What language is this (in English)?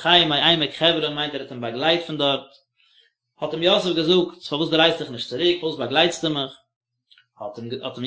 Yiddish